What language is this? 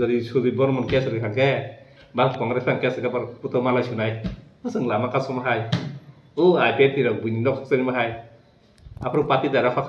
Kok Borok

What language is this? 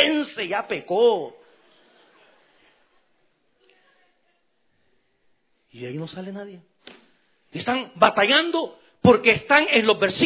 Spanish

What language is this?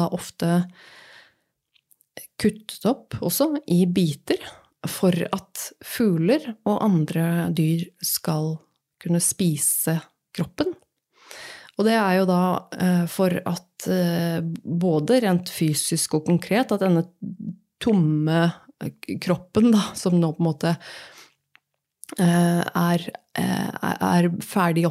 Norwegian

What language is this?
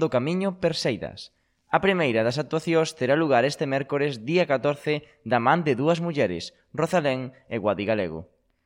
Galician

